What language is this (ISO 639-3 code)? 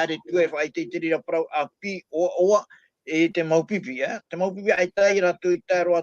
tah